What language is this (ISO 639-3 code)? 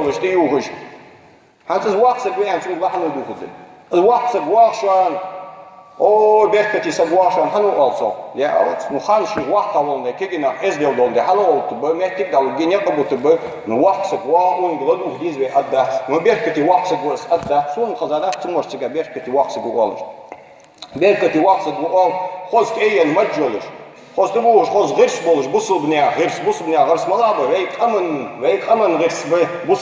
inh